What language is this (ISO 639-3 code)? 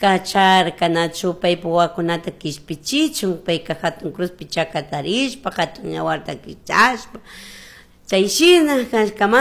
qug